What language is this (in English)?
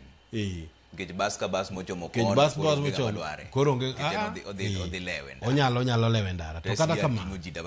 Luo (Kenya and Tanzania)